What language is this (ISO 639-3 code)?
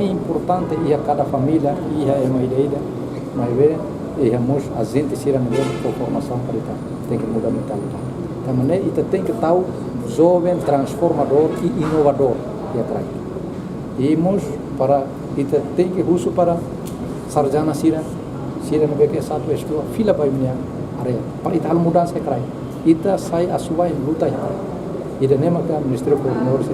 tet